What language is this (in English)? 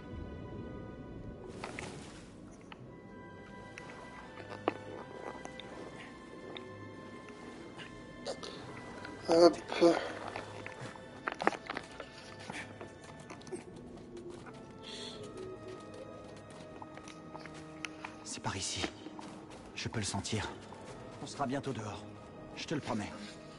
French